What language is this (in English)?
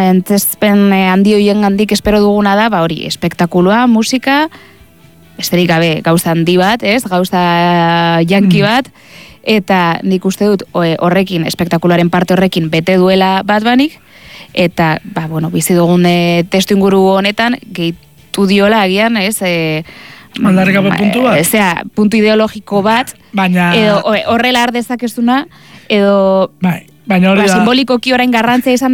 Basque